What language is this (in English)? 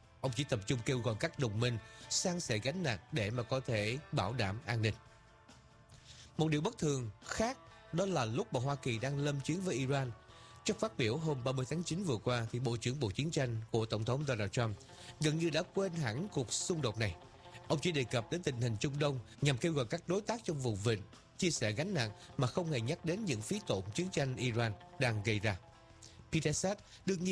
Vietnamese